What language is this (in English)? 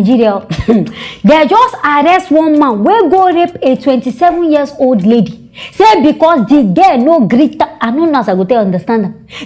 Nigerian Pidgin